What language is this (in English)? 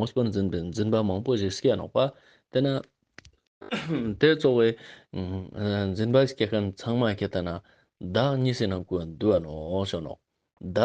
Ladakhi